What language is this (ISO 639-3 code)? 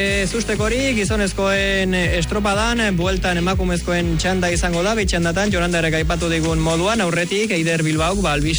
eus